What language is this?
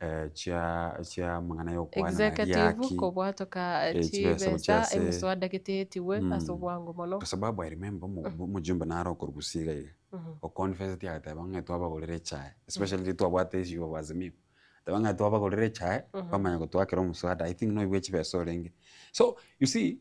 Gusii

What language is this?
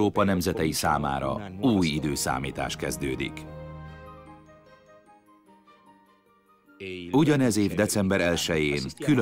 Hungarian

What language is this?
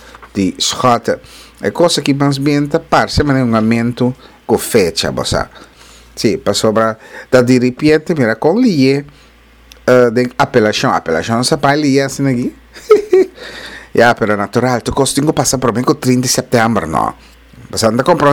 Papiamento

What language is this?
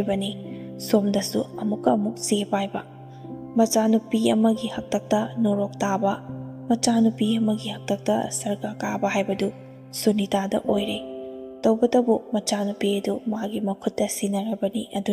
Manipuri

